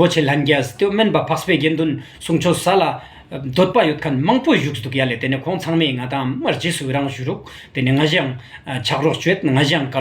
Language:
Ladakhi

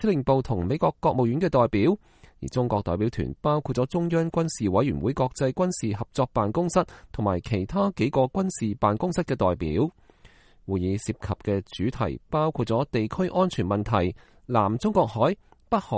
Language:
Cantonese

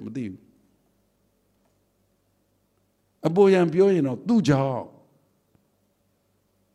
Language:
Burmese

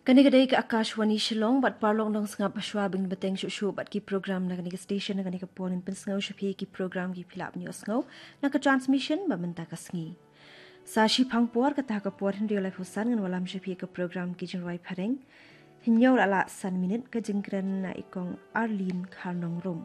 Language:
Khasi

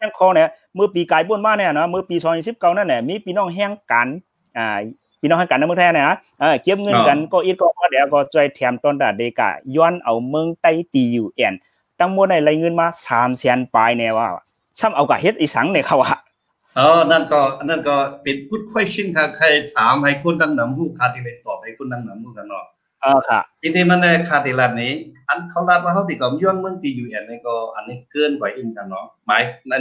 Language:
Shan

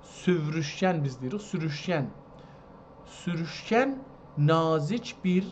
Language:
South Azerbaijani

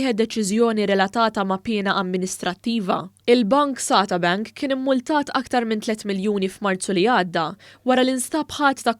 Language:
Maltese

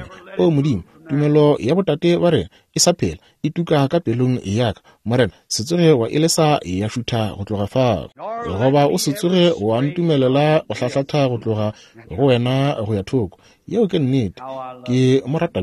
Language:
Northern Sotho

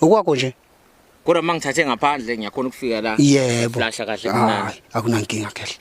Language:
Zulu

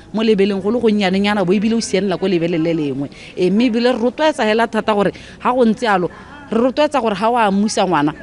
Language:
Tswana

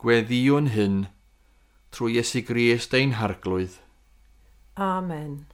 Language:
Welsh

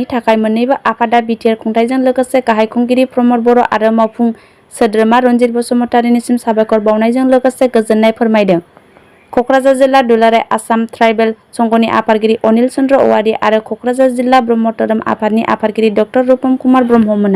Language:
Bodo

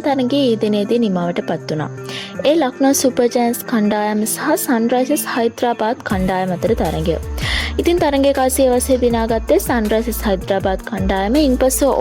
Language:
Sinhala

